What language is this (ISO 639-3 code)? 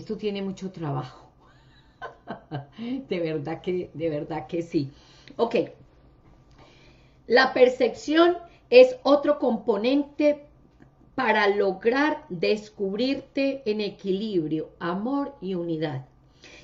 spa